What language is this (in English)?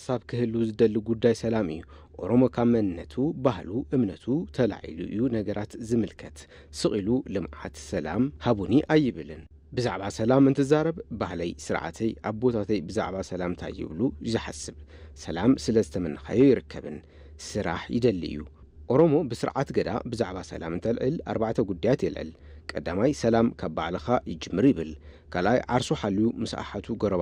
Tigrinya